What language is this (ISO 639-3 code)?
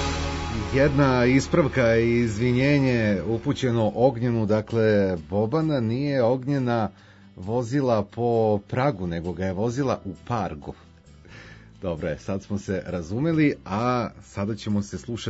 srp